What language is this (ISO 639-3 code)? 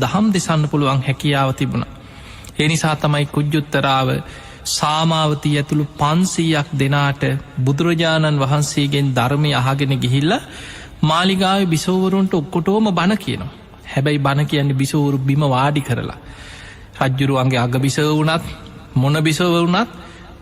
sin